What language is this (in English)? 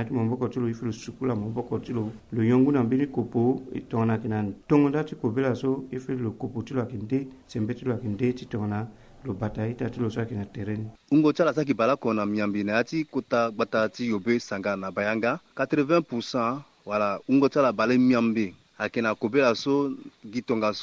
Sango